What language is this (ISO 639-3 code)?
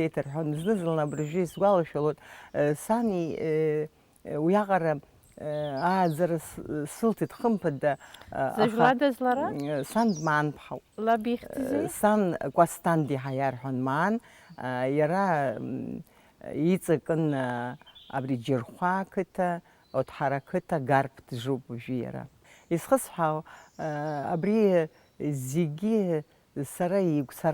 abk